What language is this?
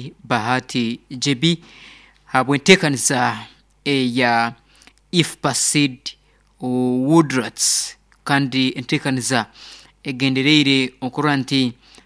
Nyoro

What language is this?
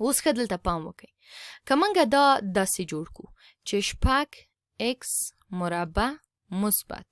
Pashto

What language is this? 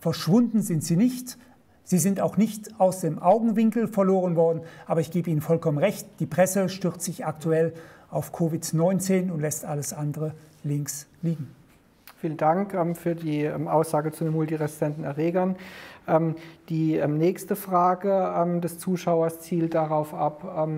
German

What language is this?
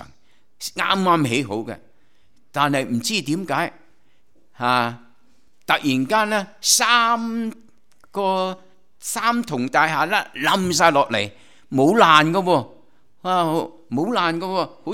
Cantonese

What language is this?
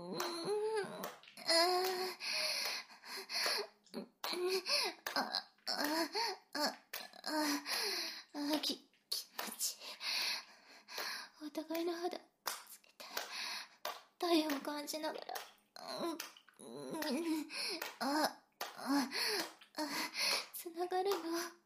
Japanese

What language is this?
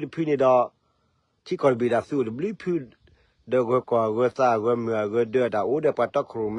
S'gaw Karen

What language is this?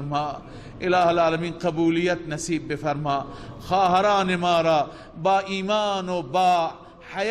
Persian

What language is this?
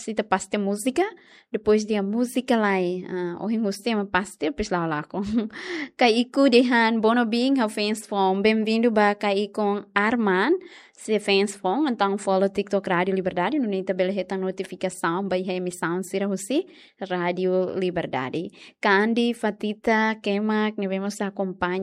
Tetum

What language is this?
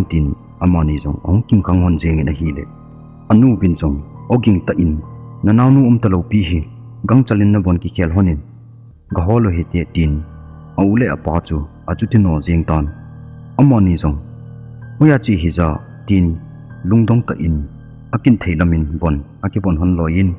Thado Chin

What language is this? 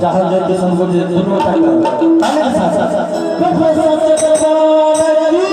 Maithili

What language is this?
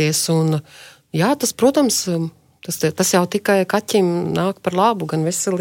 Latvian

